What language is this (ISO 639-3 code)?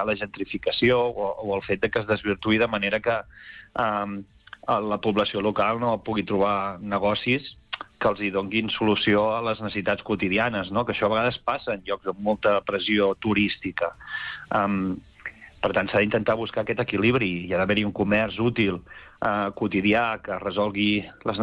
cat